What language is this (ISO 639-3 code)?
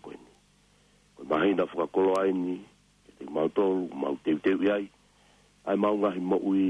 ton